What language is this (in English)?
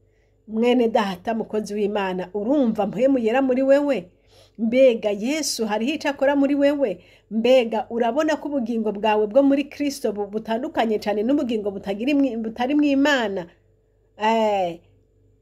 Rundi